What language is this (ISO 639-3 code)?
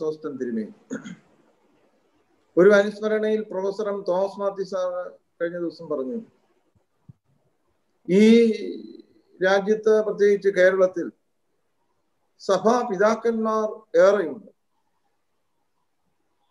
mal